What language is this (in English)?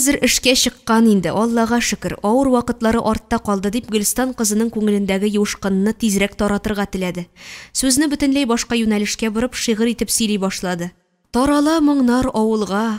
Tatar